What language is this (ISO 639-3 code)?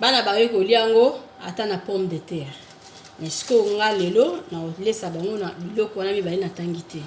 lin